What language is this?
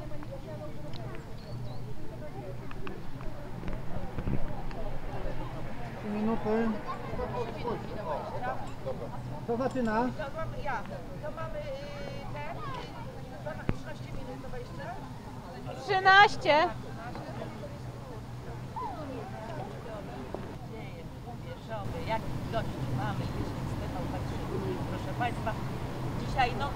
Polish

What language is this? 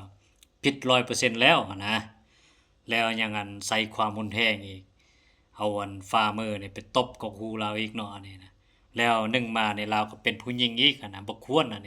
Lao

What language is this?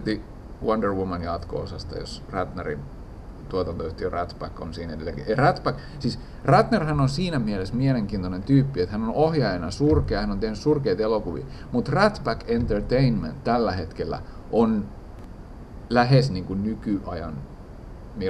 Finnish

